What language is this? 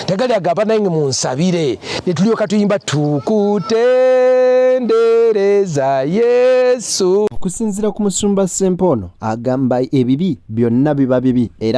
Ganda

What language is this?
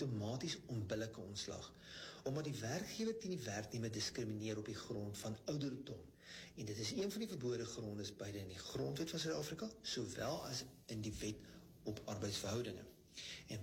Afrikaans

